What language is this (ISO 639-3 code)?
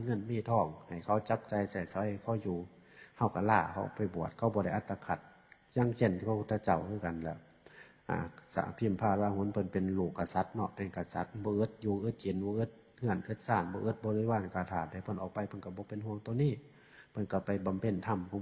tts